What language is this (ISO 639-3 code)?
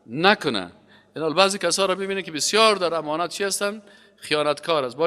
fas